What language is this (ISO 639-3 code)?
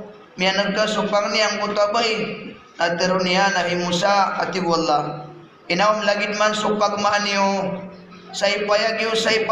mrw